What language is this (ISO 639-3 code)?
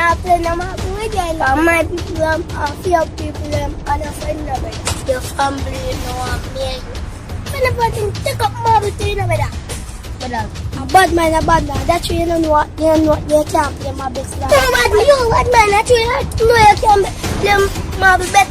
jam